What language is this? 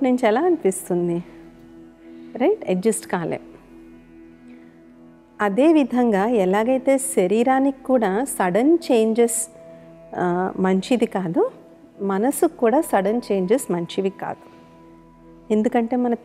Telugu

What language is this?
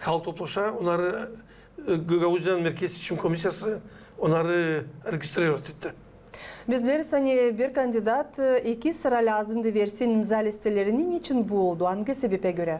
Gagauz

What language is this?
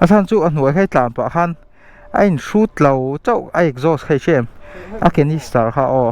Mizo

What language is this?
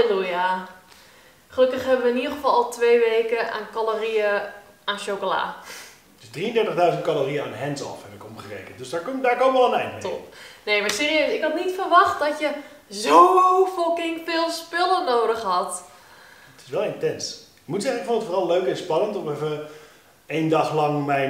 Dutch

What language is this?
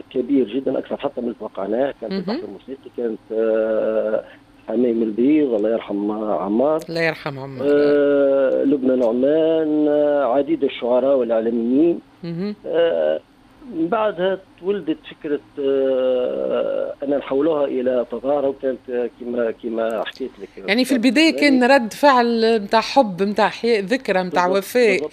Tunisian Arabic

